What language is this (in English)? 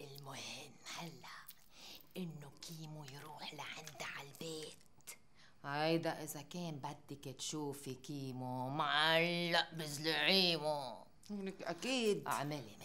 North Levantine Arabic